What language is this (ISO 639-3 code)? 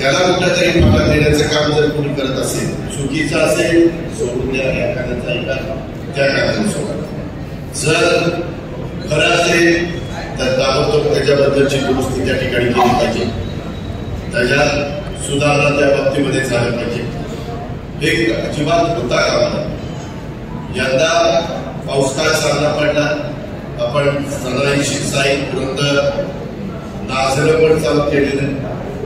mar